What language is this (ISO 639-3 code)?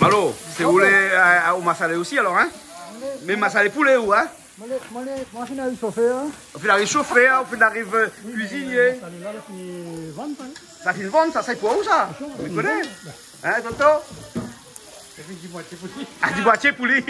rcf